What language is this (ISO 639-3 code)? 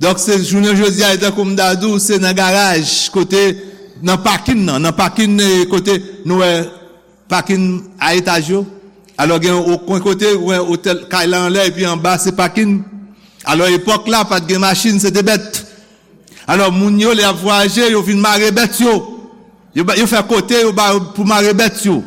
hat